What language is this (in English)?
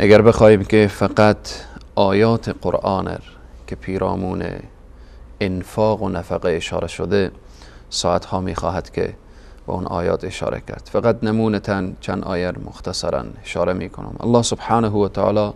Persian